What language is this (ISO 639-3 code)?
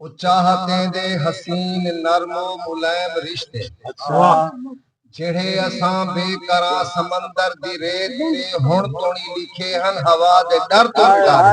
skr